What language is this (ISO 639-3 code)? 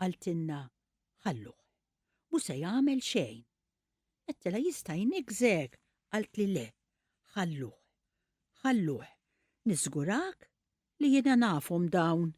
mlt